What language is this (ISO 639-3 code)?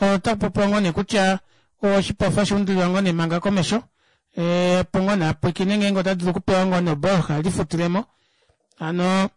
kua